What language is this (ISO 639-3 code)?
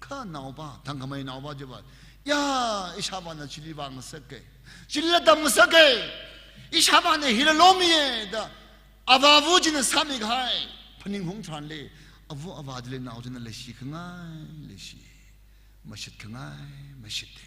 nmf